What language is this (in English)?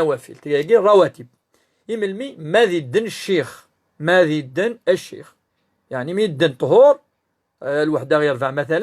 Kabyle